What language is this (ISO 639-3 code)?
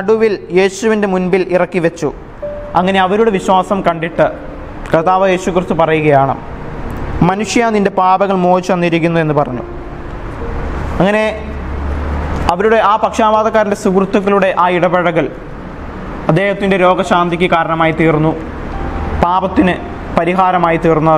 mal